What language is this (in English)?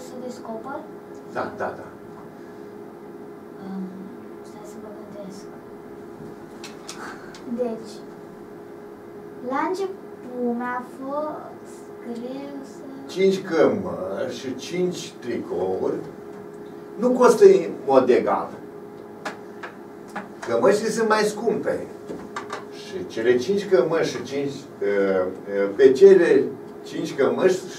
Romanian